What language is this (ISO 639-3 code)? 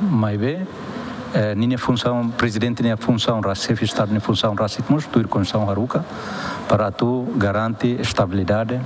tet